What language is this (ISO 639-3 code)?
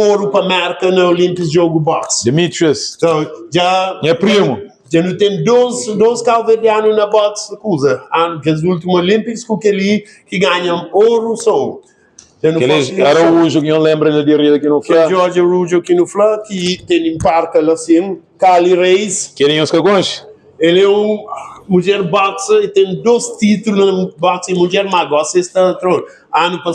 kea